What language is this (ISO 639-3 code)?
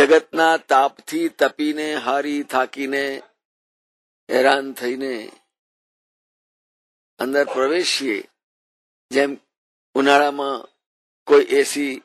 guj